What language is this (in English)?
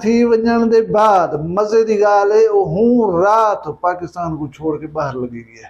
Saraiki